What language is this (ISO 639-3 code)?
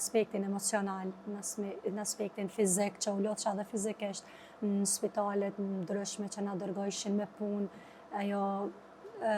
sqi